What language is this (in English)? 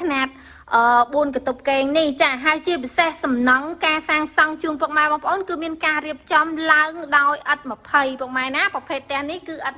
Khmer